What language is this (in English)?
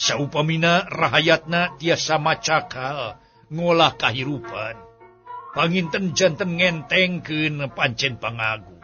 Sundanese